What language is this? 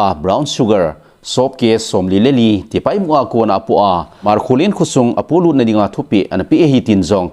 Thado Chin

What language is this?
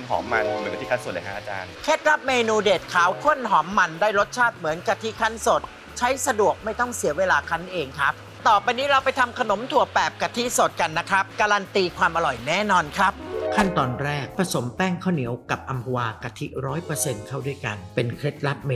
Thai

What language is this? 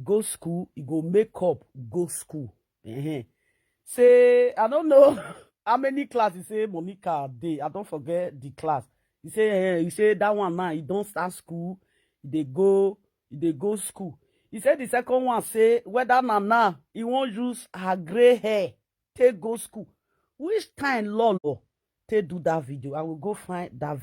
Nigerian Pidgin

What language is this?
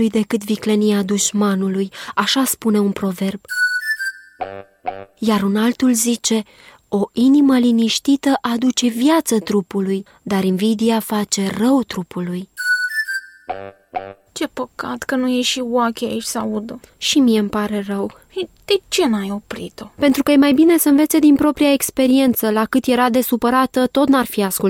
Romanian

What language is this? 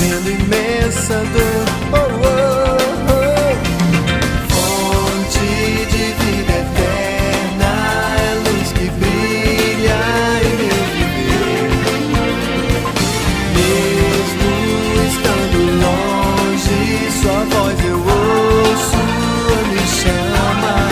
Portuguese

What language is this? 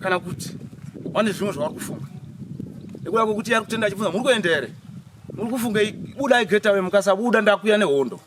Shona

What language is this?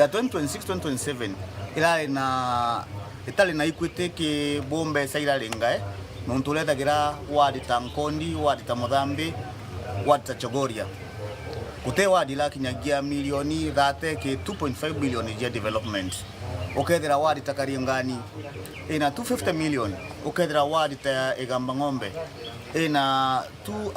Meru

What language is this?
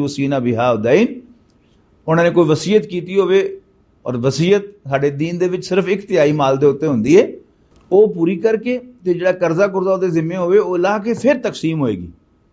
Western Panjabi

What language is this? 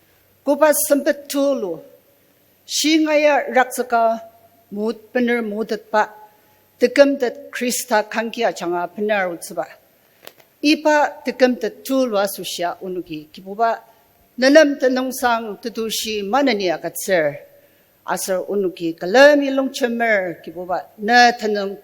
Ao Naga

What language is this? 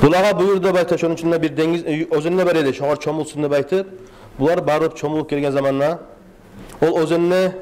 Kumyk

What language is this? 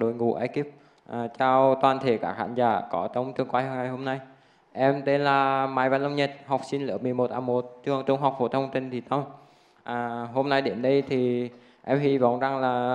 Vietnamese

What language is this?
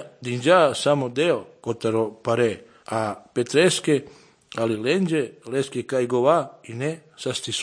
Serbian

